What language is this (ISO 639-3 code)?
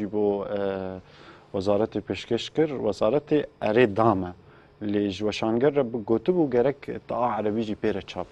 kur